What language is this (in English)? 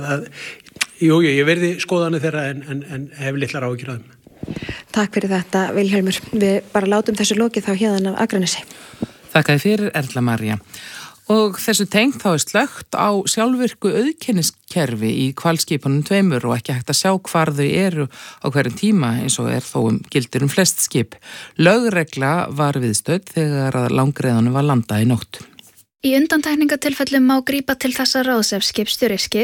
Icelandic